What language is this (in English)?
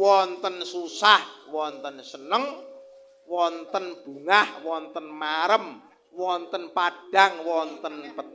Javanese